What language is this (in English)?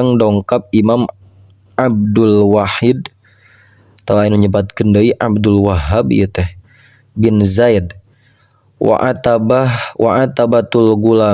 Sundanese